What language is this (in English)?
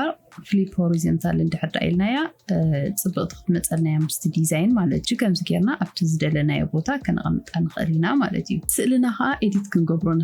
Tigrinya